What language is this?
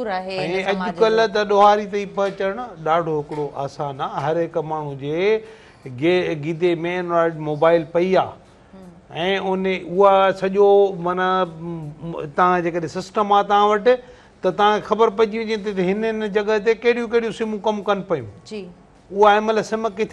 Sindhi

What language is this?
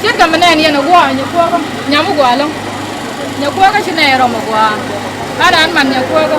Nuer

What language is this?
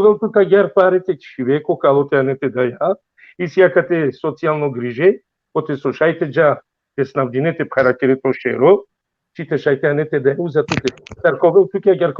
Balkan Romani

